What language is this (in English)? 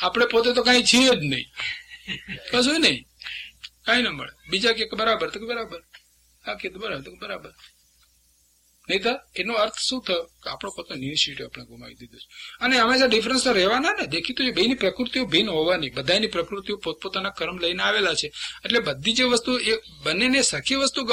Gujarati